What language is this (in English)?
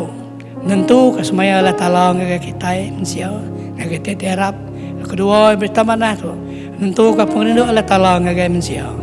Iban